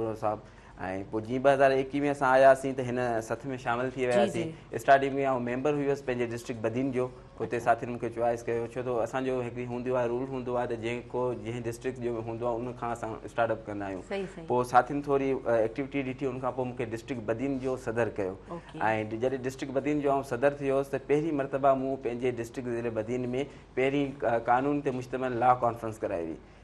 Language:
Sindhi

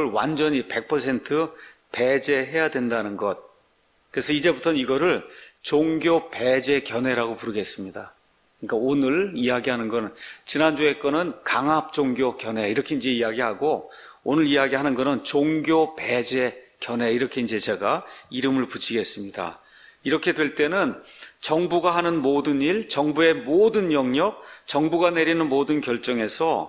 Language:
Korean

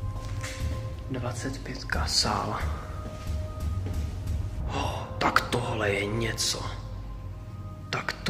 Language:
Czech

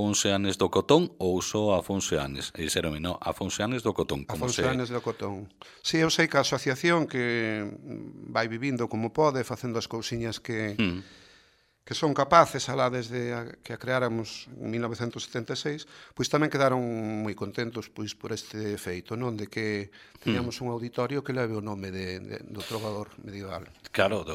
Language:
Galician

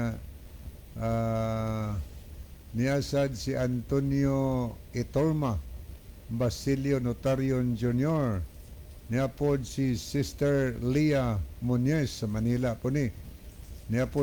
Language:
Cebuano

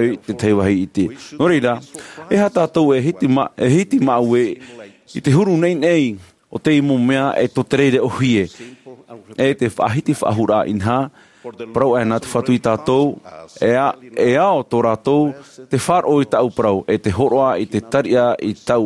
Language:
Tahitian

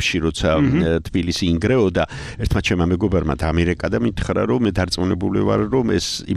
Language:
Georgian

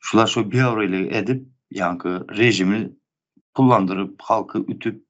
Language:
Turkmen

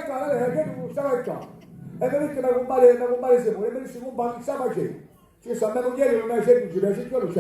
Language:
Sicilian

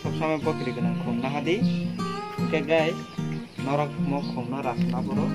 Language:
Kok Borok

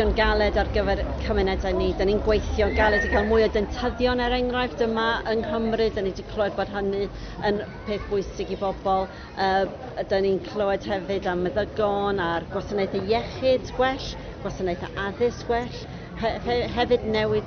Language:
Welsh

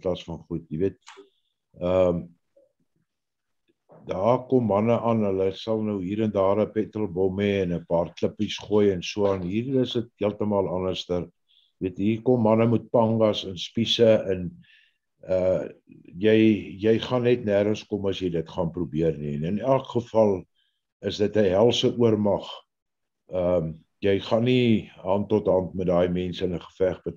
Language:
Afrikaans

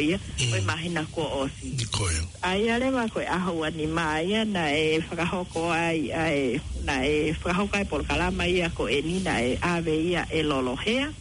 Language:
Tongan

